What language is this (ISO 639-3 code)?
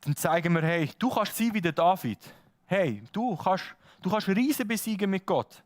gsw